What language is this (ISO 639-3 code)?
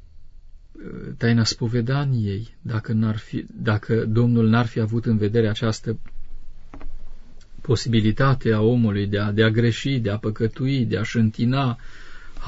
ron